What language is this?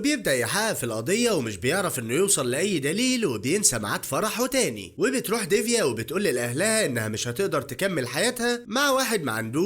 Egyptian Arabic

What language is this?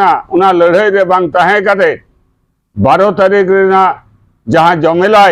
Santali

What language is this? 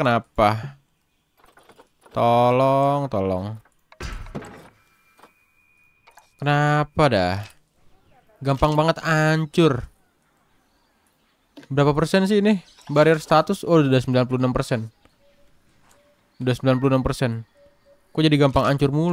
Indonesian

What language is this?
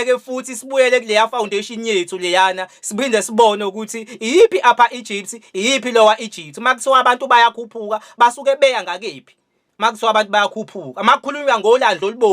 Zulu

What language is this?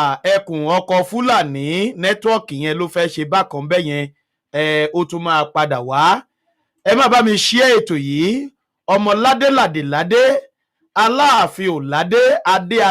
Yoruba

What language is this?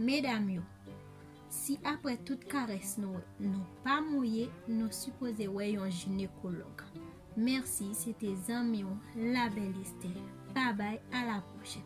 Haitian Creole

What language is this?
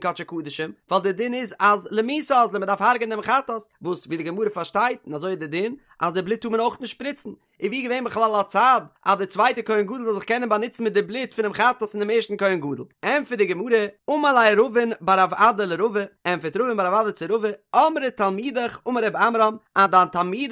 Yiddish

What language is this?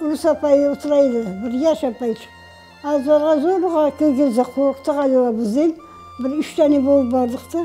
Crimean Tatar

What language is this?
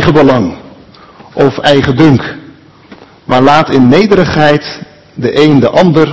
Dutch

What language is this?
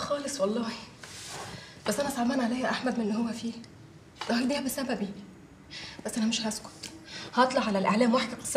Egyptian Arabic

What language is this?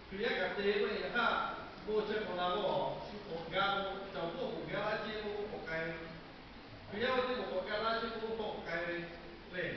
Lahu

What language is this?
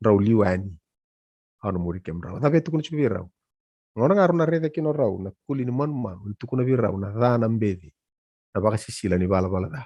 Fijian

